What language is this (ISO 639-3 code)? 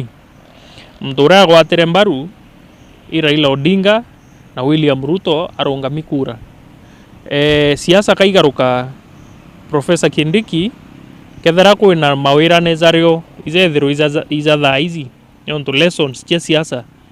mer